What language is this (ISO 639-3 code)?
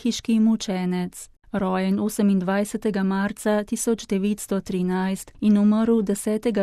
slv